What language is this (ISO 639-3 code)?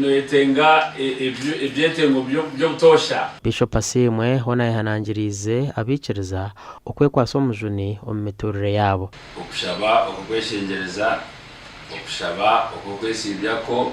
nyn